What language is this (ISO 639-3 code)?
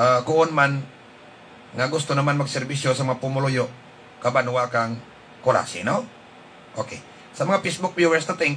hil